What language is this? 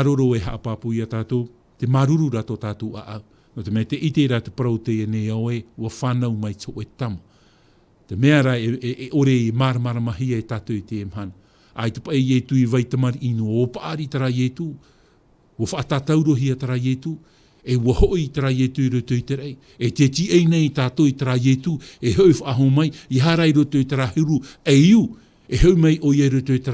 Tahitian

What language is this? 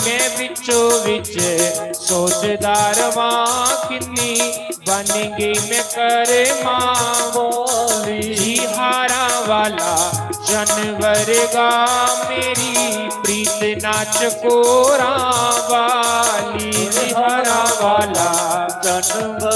Dogri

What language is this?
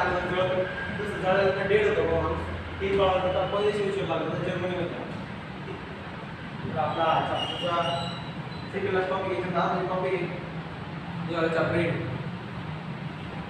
Marathi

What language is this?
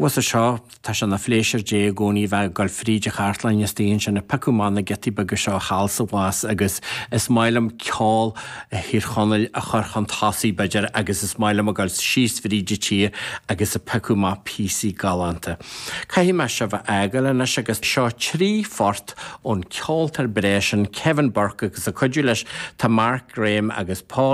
Irish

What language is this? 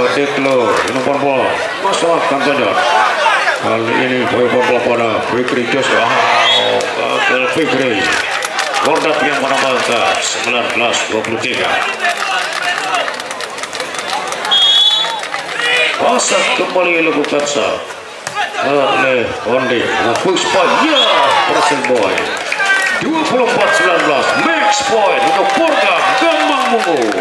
Indonesian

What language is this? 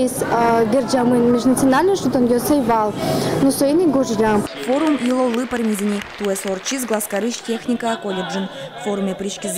Udmurt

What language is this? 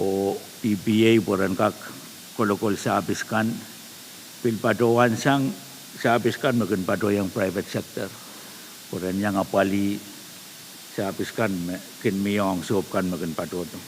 Pohnpeian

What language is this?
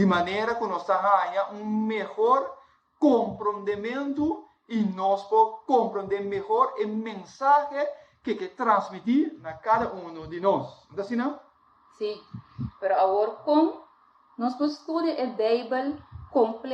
Papiamento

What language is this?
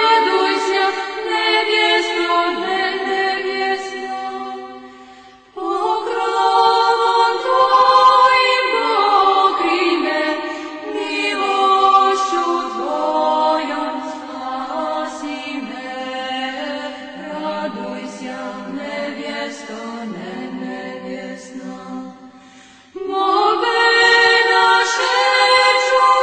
Serbian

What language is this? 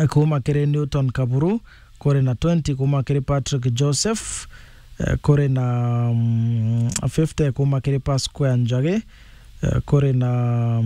Meru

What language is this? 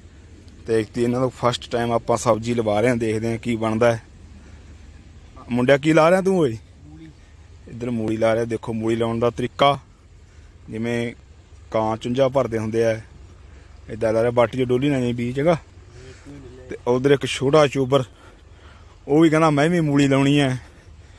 Punjabi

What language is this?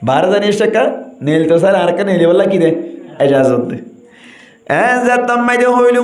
Rohingya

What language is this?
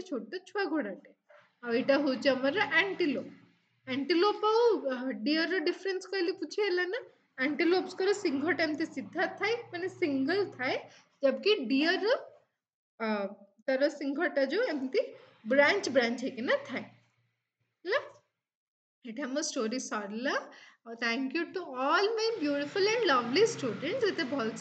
Odia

